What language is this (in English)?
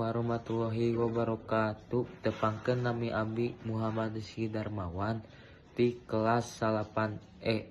Sundanese